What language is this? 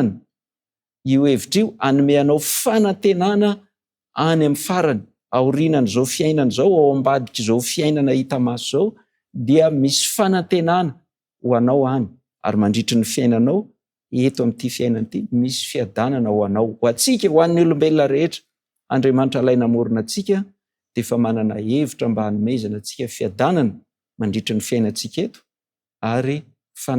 Malagasy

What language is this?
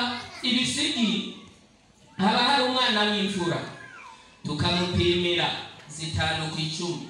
Rundi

